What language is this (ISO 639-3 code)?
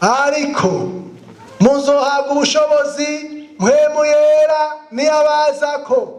run